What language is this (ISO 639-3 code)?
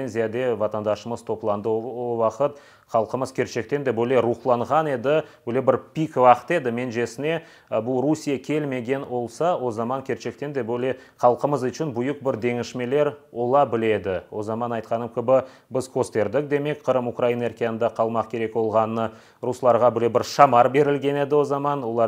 crh